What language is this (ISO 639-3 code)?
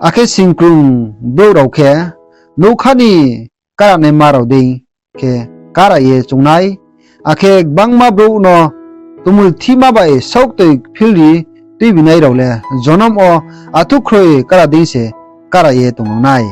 ria